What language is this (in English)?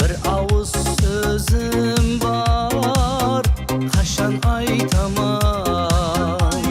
Kara-Kalpak